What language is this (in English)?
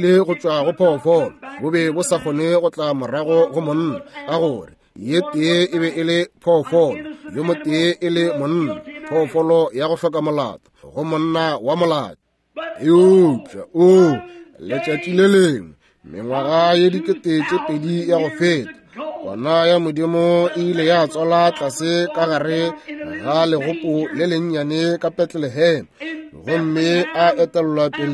Northern Sotho